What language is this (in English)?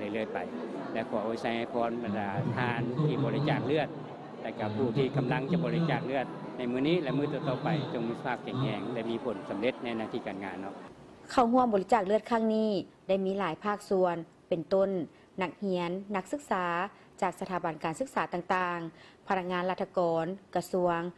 Lao